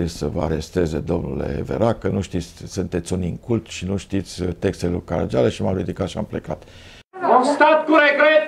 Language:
Romanian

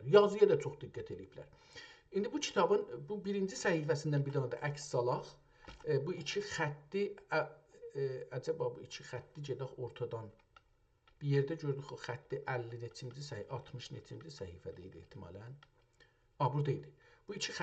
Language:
South Azerbaijani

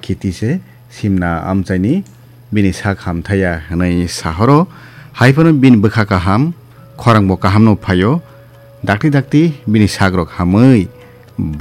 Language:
Kok Borok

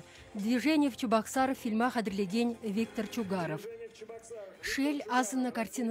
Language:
Chuvash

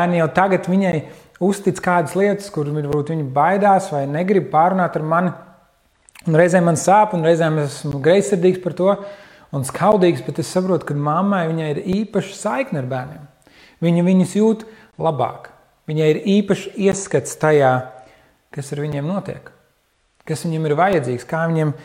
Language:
Latvian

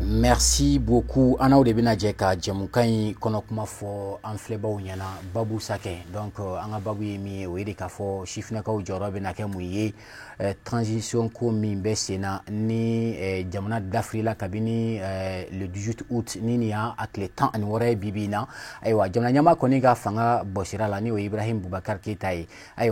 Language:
Bambara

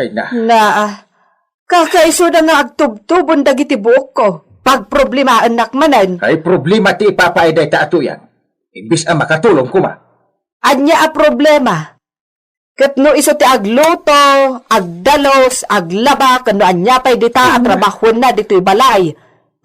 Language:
Iloko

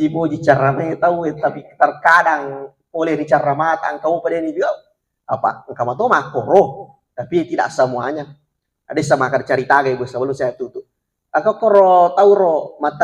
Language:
Buginese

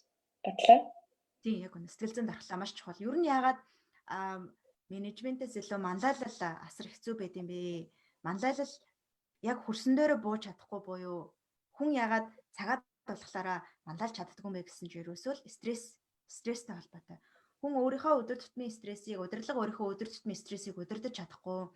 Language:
Mongolian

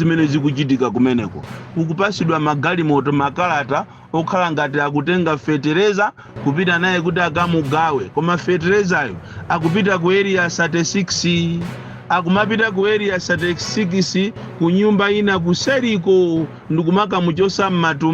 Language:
Nyanja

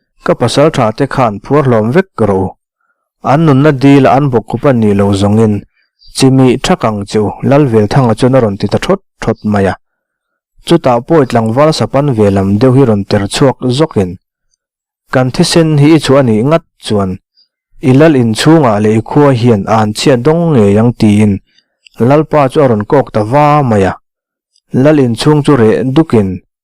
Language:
Mizo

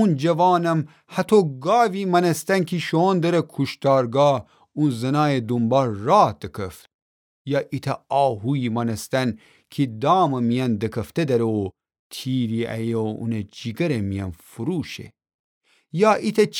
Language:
Gilaki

